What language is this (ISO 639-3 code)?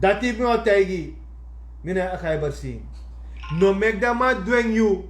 srn